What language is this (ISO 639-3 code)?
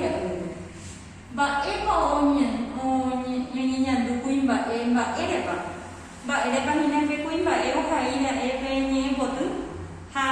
grn